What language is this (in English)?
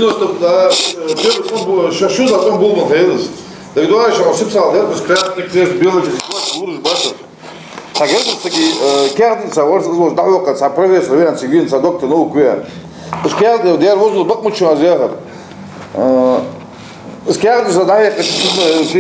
Ingush